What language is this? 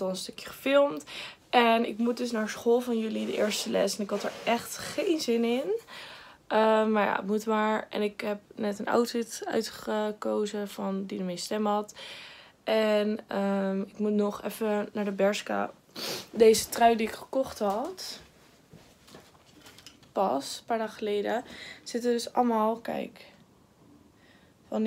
Dutch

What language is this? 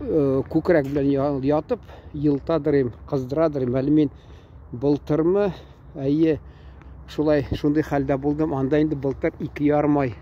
Tatar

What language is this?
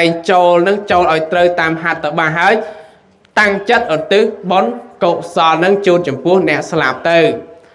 Khmer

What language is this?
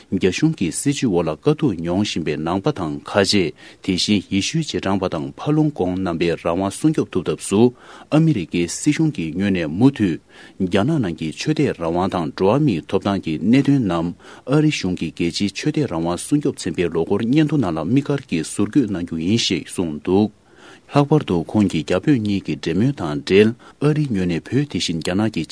Tibetan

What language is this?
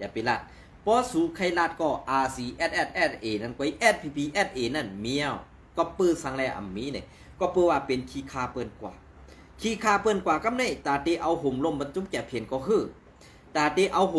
Shan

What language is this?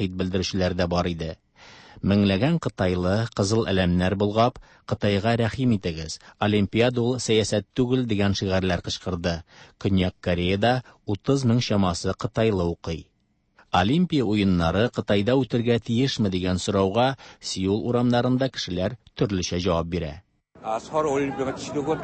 Tatar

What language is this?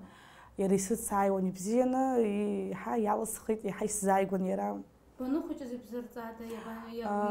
Abkhazian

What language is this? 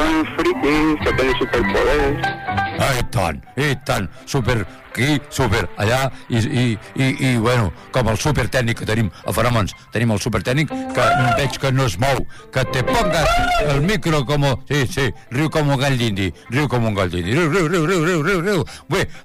Catalan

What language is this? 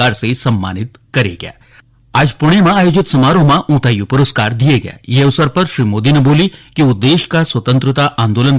Garhwali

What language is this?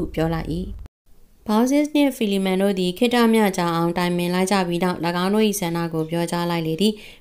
Burmese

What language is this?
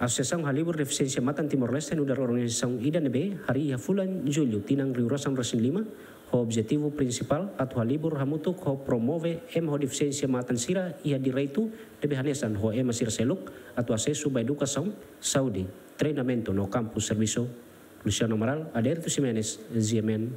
Tetum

